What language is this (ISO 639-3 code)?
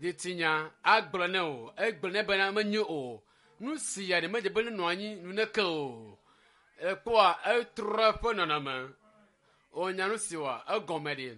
ewe